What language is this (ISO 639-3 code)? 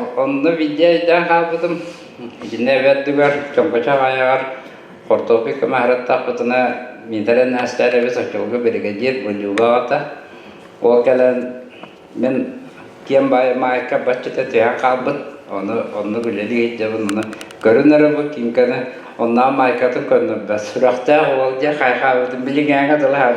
sah